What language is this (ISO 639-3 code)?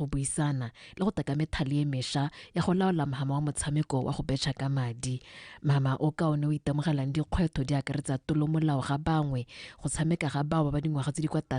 tsn